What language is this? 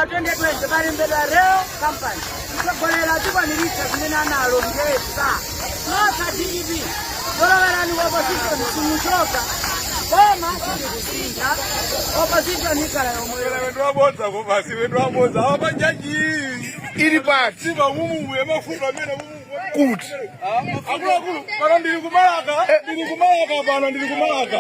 Nyanja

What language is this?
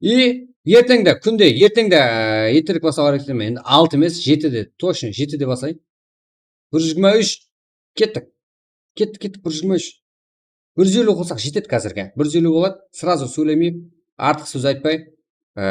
Kara-Kalpak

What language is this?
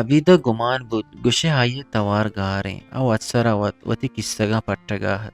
Eastern Balochi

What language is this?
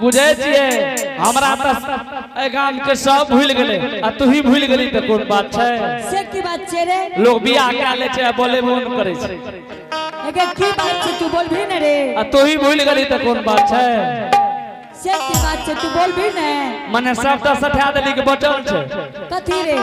Angika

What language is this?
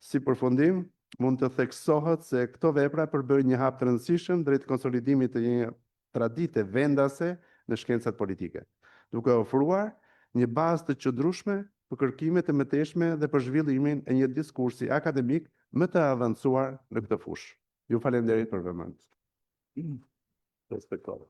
Albanian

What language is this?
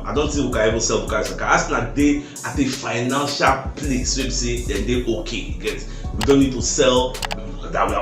Nigerian Pidgin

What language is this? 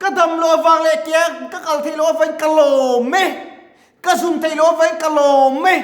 Mizo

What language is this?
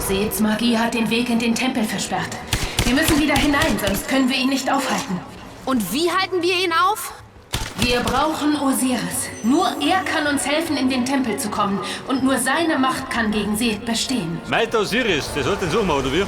Bavarian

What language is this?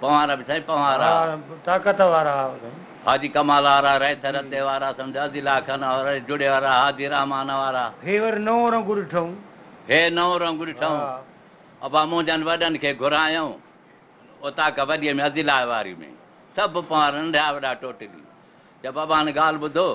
Sindhi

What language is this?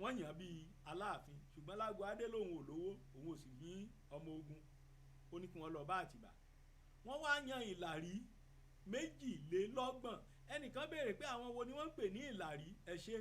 Yoruba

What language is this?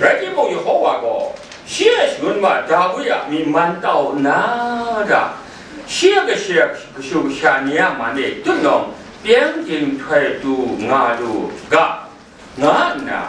Kachin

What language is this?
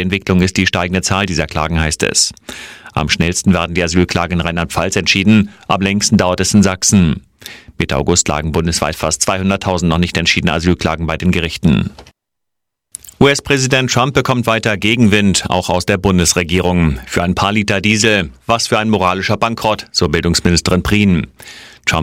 German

